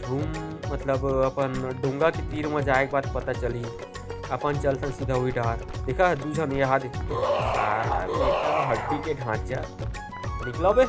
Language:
Chhattisgarhi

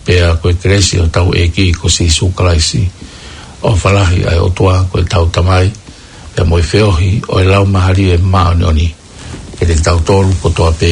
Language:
Tongan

